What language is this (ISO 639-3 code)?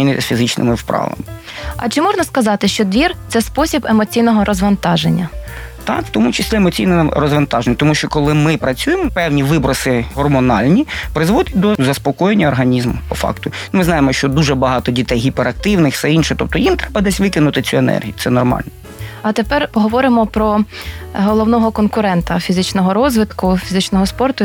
ukr